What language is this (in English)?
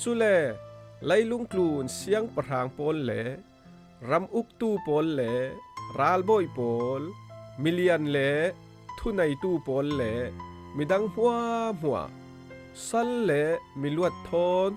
Falam Chin